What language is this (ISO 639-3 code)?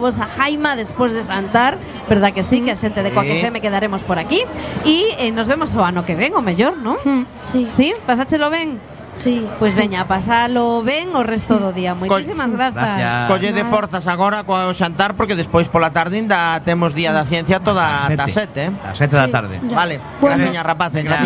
glg